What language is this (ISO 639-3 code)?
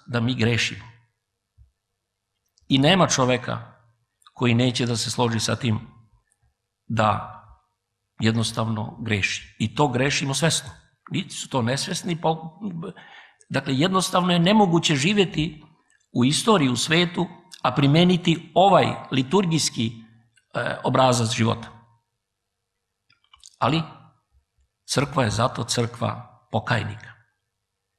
srp